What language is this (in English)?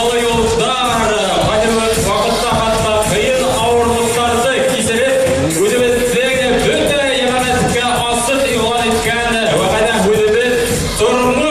Bashkir